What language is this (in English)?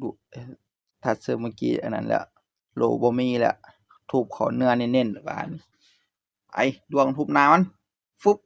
Northeastern Thai